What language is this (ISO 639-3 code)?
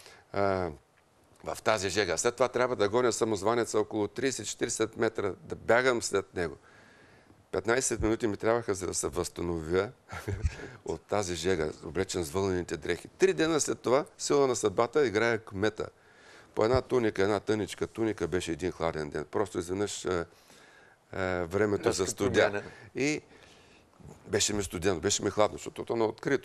bul